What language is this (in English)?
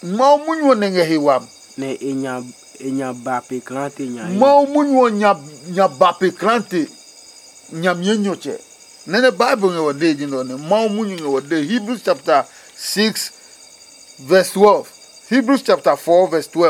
Adangme